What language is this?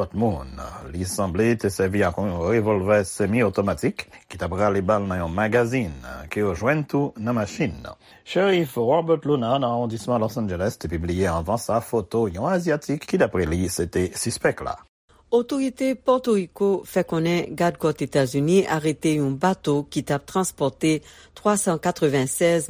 Haitian Creole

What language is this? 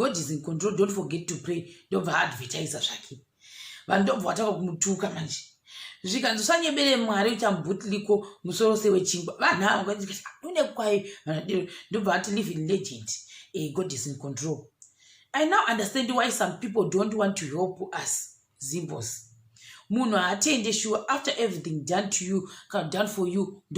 Shona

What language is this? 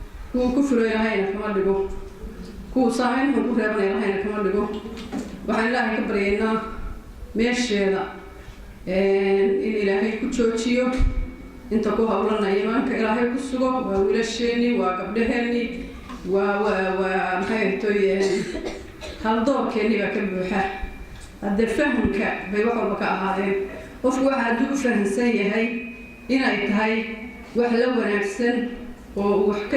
Somali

